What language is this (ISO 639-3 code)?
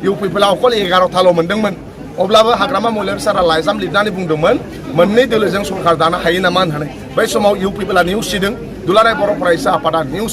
brx